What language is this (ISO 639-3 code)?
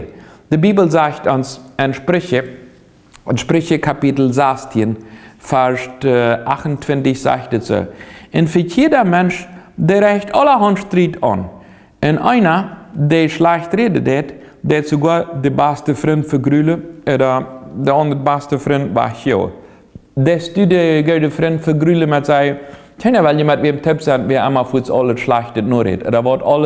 pdt